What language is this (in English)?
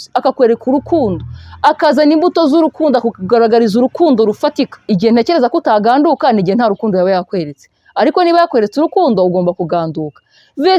Kinyarwanda